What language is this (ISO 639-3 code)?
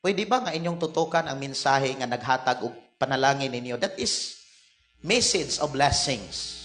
ceb